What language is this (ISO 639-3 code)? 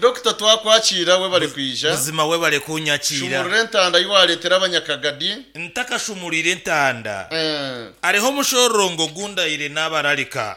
nyn